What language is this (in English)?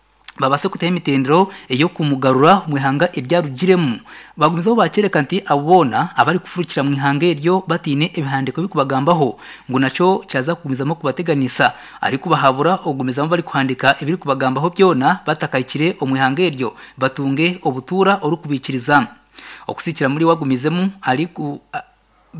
Nyankole